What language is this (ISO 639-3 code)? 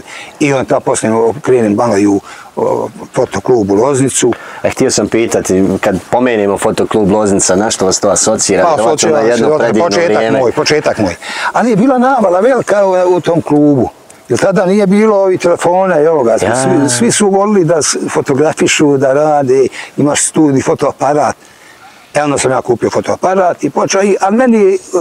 bos